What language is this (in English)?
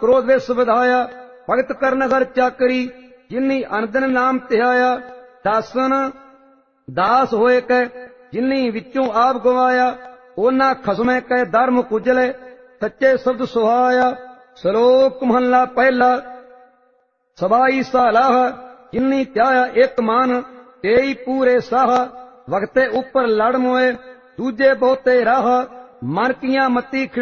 Punjabi